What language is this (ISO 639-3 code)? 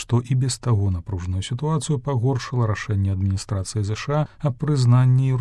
bel